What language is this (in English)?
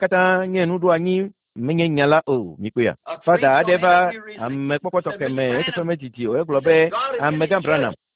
Ewe